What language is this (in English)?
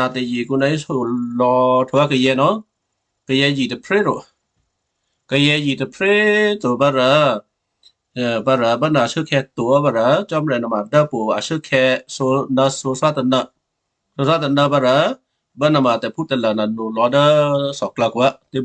Western Kayah